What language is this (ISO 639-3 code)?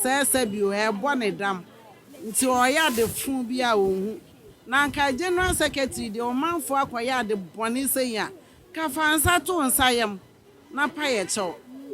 aka